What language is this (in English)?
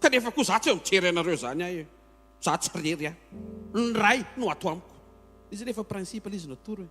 Malagasy